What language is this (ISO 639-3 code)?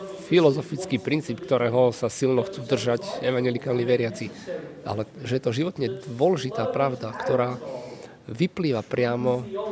slk